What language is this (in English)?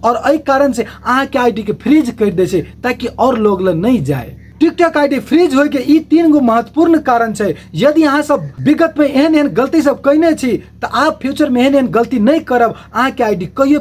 Maithili